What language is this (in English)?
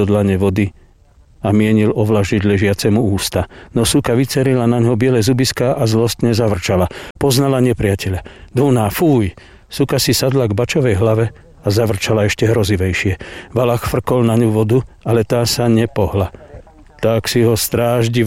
Slovak